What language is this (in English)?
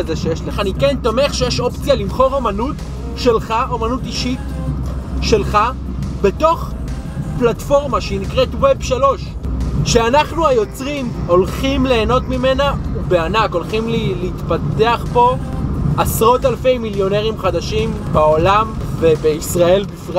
Hebrew